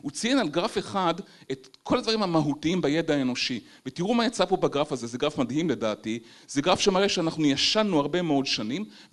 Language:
Hebrew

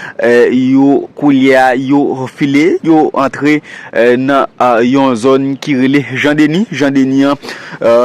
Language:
Haitian Creole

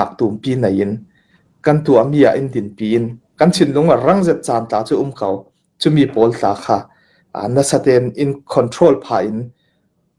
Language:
Hakha Chin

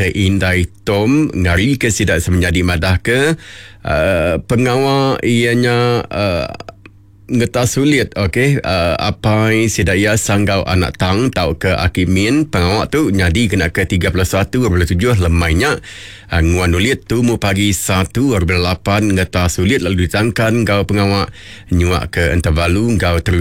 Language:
Iban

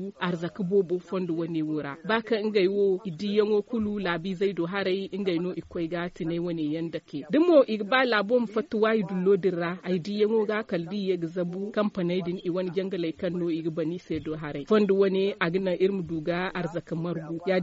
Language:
Zarma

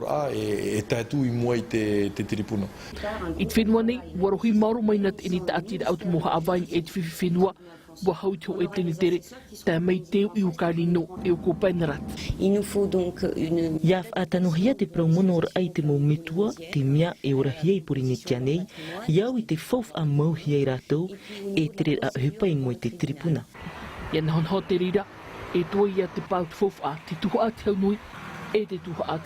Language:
Tahitian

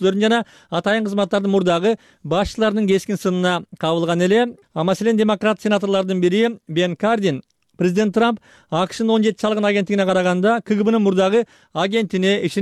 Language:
Kyrgyz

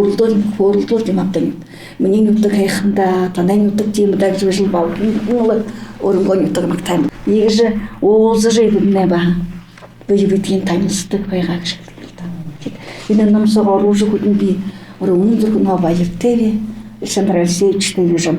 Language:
Buriat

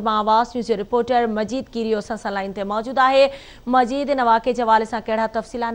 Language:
Sindhi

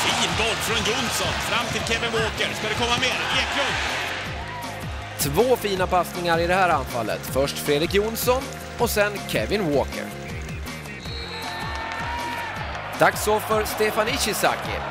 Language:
Swedish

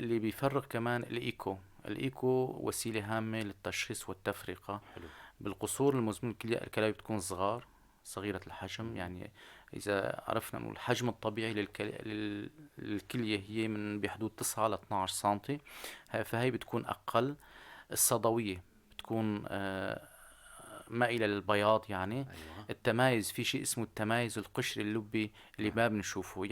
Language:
North Levantine Arabic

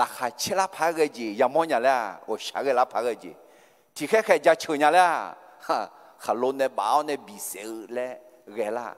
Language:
Akha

